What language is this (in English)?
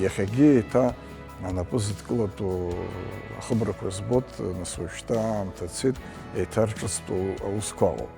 Abkhazian